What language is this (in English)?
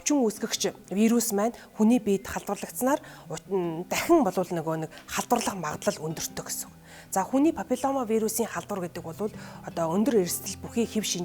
Mongolian